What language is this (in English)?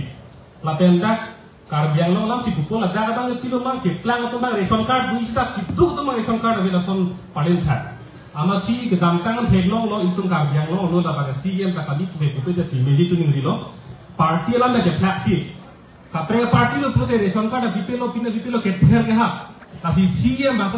Karbi